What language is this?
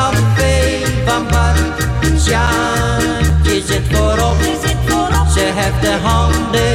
Dutch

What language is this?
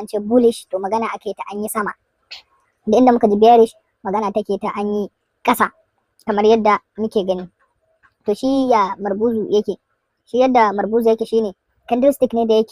Hausa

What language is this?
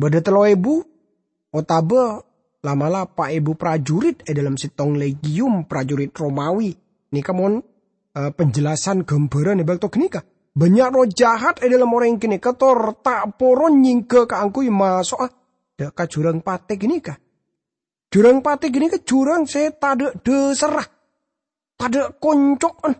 Madurese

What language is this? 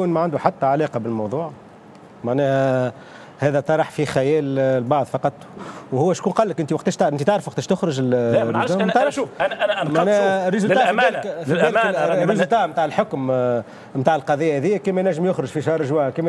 Tunisian Arabic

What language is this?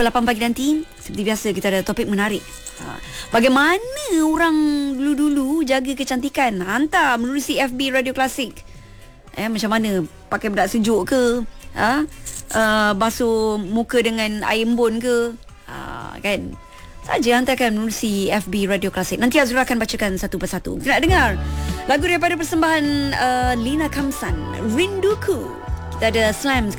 Malay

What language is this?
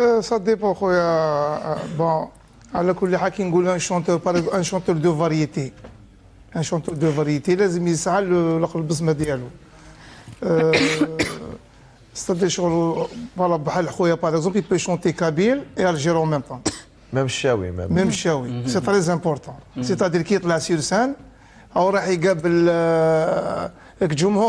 Algerian Arabic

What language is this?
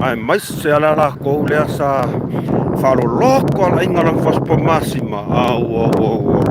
Samoan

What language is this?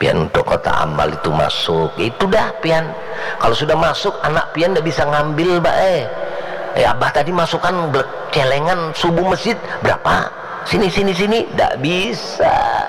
Banjar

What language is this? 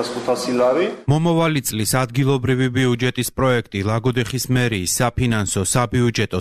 Georgian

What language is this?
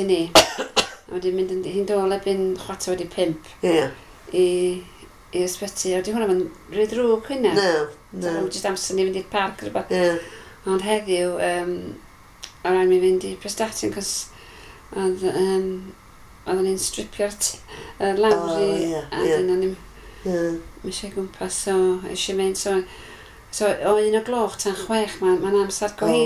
Welsh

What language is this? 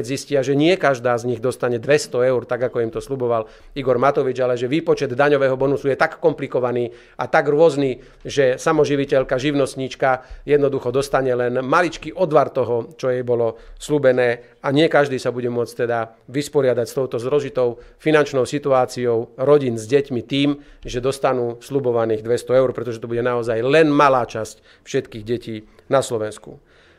Slovak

